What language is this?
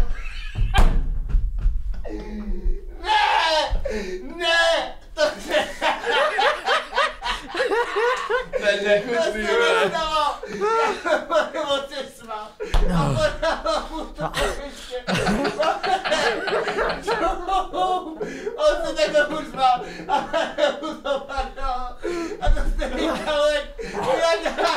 Czech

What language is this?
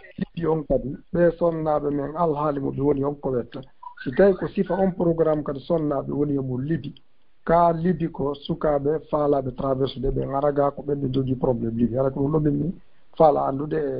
Fula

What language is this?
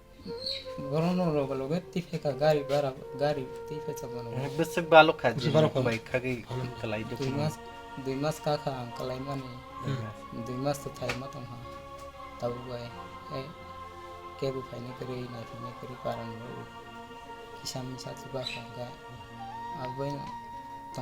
Kok Borok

